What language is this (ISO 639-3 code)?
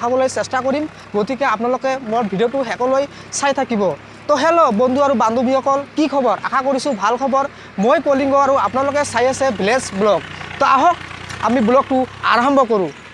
asm